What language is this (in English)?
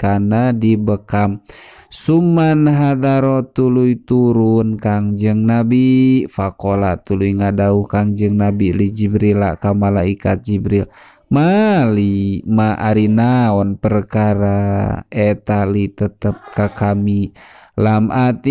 Sundanese